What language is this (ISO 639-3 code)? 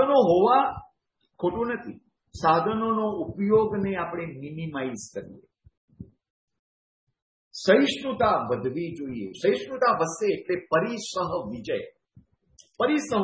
guj